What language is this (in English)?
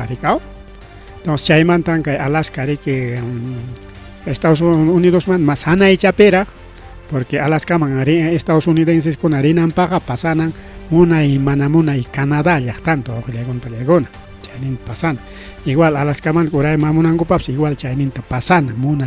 Ayacucho Quechua